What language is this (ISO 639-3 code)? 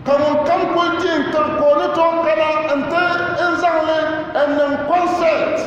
dag